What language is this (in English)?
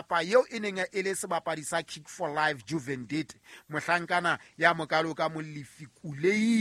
Southern Sotho